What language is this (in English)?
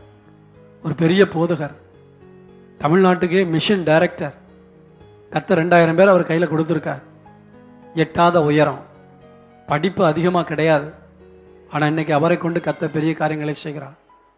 Tamil